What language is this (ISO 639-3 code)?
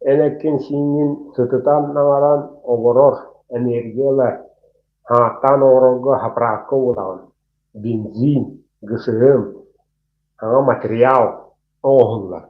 sah